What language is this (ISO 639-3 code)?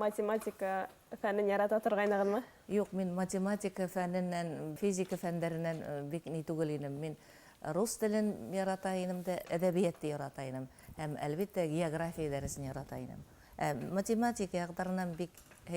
bak